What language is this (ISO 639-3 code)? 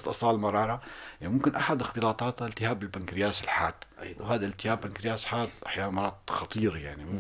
apc